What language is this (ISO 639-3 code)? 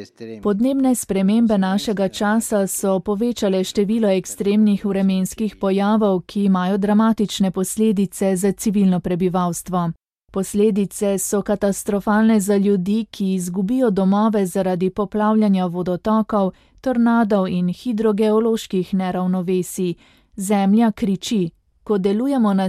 slv